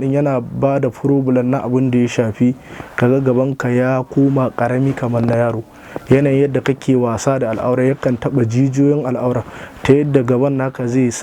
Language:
Hausa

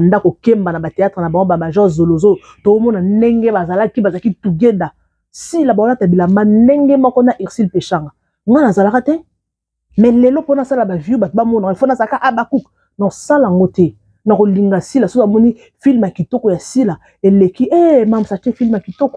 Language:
Lingala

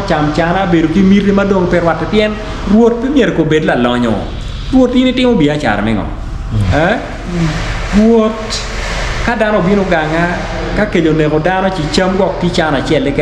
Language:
Acoli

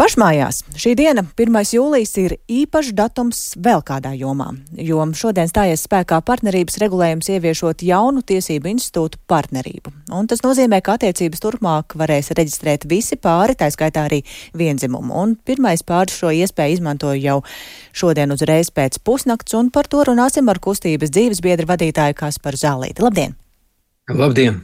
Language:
Latvian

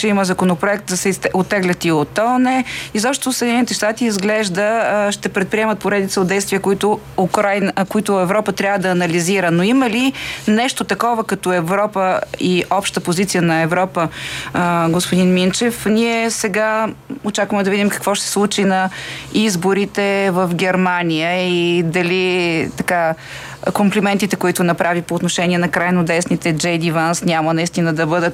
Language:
Bulgarian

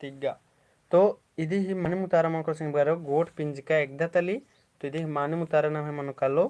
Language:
Kurukh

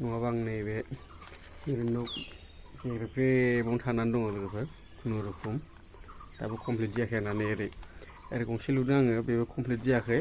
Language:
Bodo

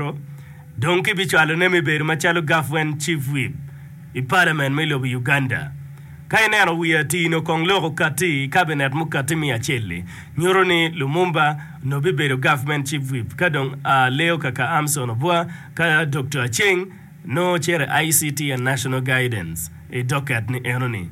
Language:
Acoli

